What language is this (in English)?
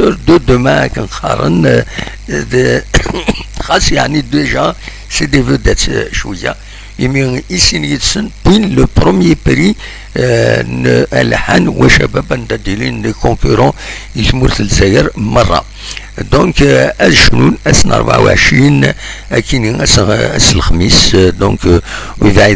Kabyle